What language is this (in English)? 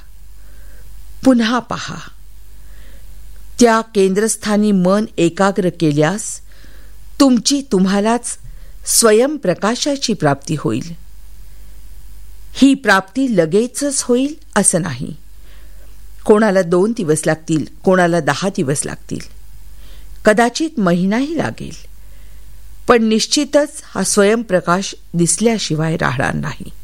Marathi